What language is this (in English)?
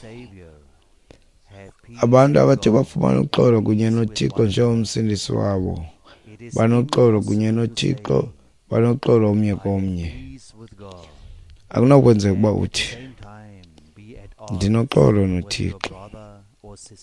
Xhosa